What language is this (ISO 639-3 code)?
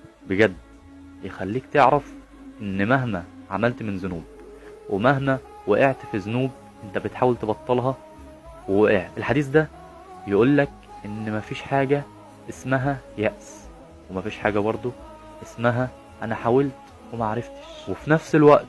arz